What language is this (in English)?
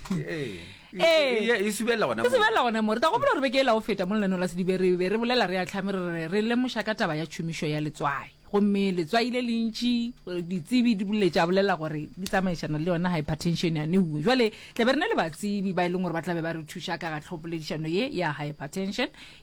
Northern Sotho